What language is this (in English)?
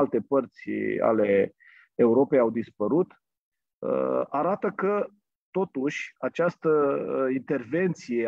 Romanian